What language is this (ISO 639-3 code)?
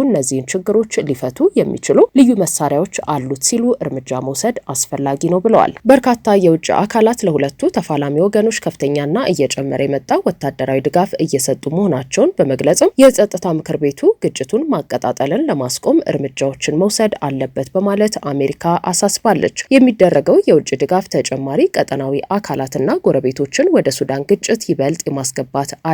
amh